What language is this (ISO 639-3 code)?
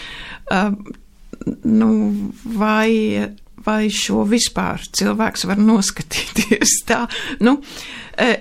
lav